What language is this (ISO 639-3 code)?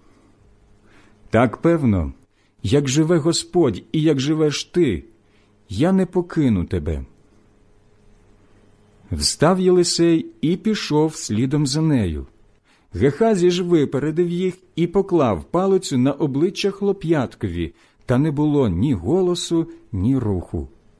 ukr